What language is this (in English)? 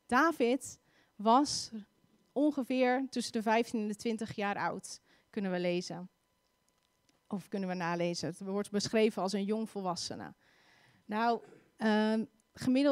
Dutch